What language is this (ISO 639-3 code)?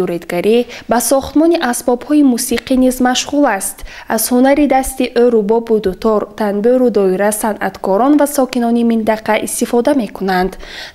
tgk